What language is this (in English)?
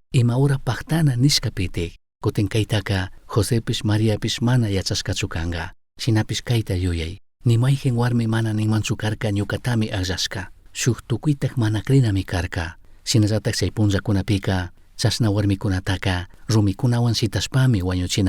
Chimborazo Highland Quichua